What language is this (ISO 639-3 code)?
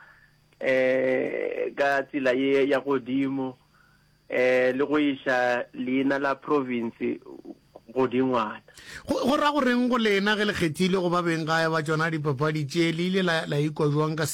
nso